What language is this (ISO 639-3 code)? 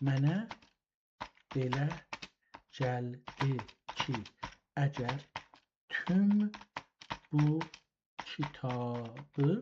azb